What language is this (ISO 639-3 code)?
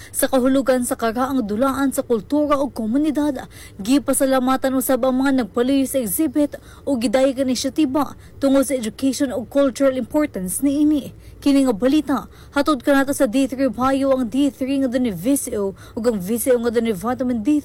ceb